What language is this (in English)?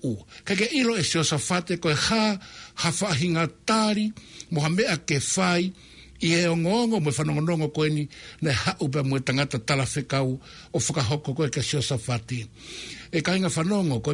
Tongan